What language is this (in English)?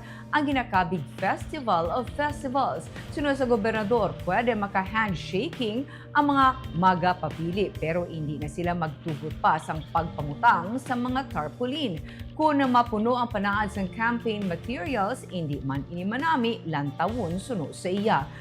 Hiligaynon